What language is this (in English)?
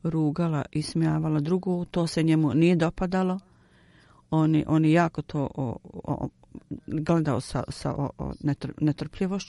Bosnian